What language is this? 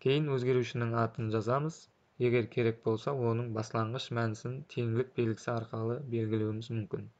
Kara-Kalpak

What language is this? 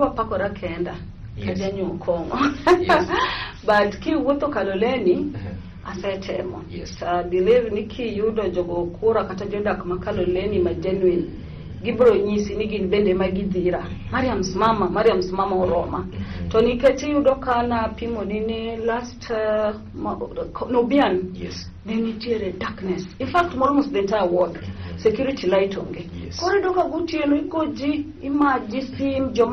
Luo (Kenya and Tanzania)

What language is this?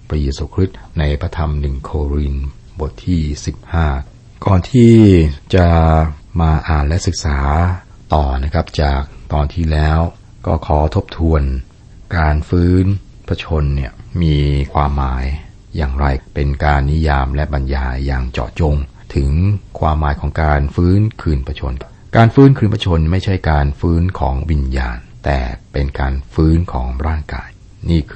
Thai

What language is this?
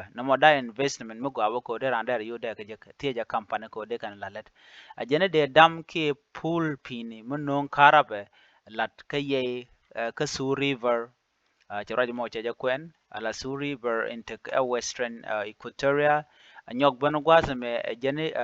Nuer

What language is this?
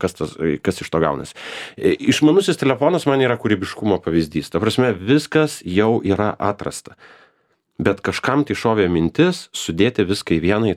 Lithuanian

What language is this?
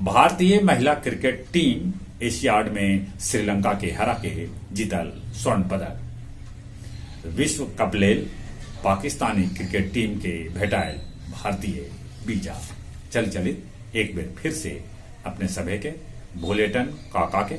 Magahi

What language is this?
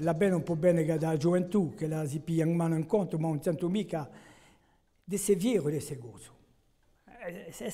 Corsican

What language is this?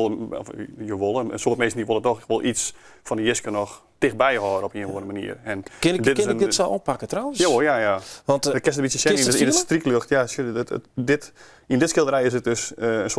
Western Frisian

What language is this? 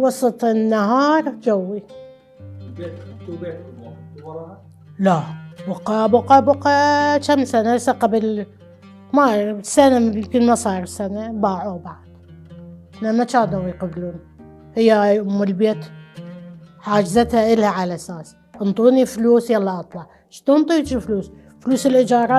Mesopotamian Arabic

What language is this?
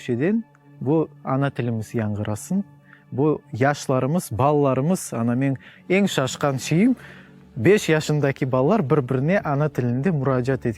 Crimean Tatar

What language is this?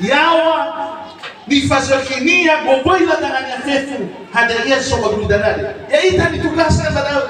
Nias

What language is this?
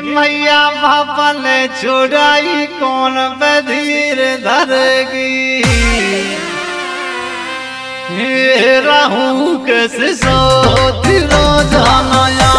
Bhojpuri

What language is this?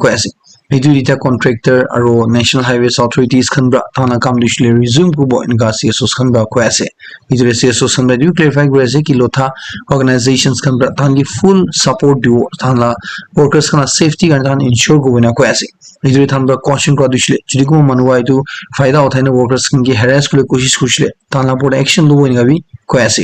Naga Pidgin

